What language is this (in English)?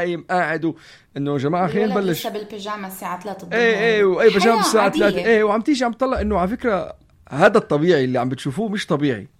North Levantine Arabic